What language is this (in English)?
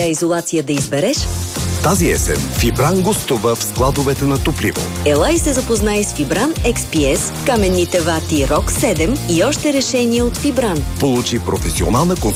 Bulgarian